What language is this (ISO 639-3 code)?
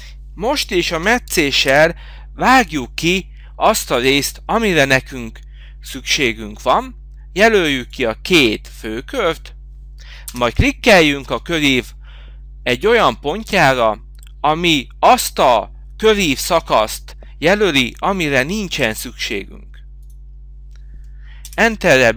hun